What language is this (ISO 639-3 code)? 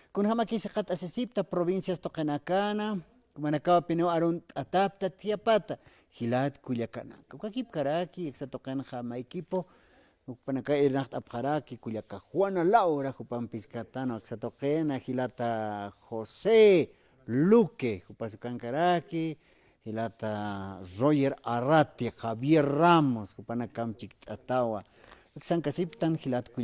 aym